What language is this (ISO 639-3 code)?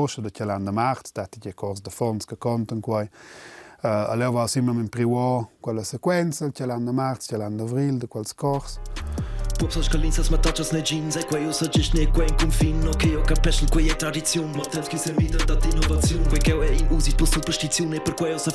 roh